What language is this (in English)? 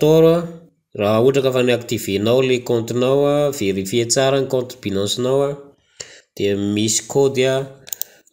Malagasy